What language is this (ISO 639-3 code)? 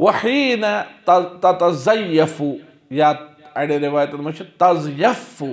kas